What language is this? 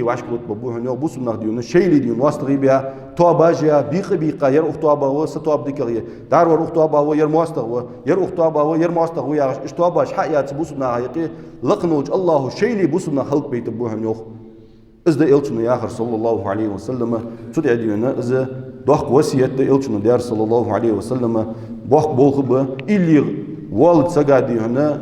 Ingush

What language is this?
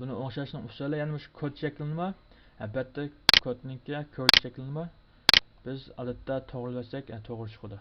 Uyghur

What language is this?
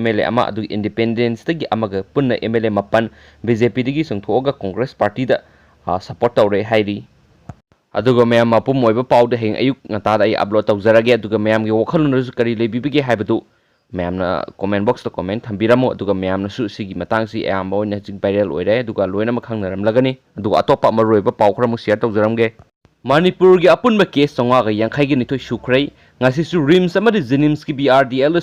Manipuri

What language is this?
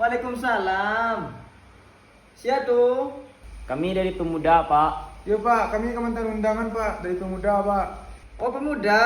Minangkabau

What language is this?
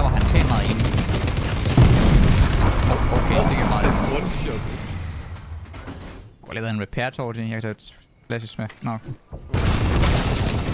Danish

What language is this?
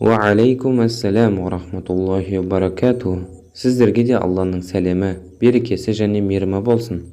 Kazakh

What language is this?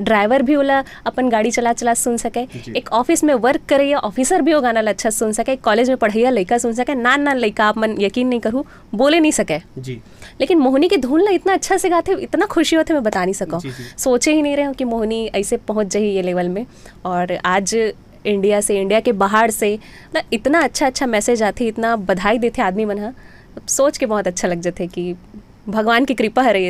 Chhattisgarhi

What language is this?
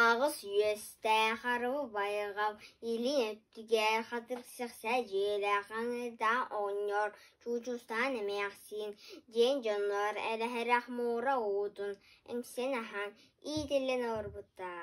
Yakut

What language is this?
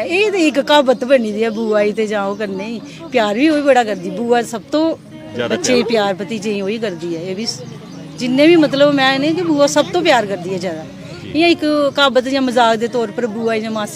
Dogri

